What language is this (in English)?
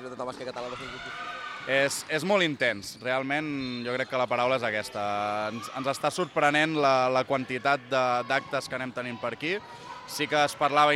Catalan